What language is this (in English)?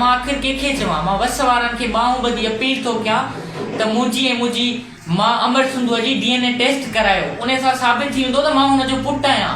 Sindhi